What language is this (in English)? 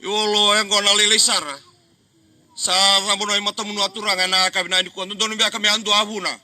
Fijian